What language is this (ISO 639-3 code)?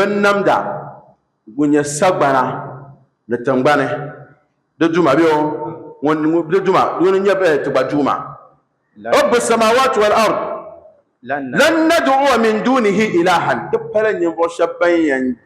dag